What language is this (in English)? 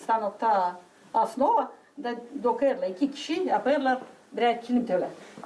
Gagauz